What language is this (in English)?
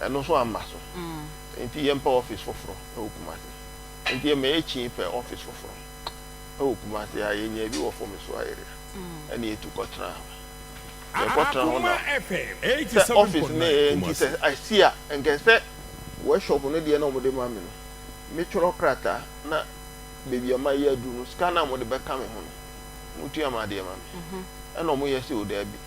Akan